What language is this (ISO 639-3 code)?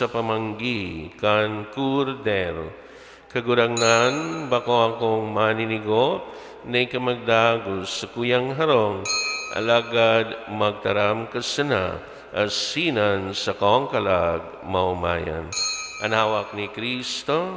bik